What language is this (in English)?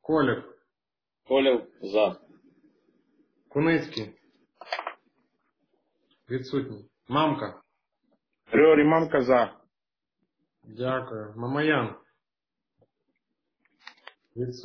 Ukrainian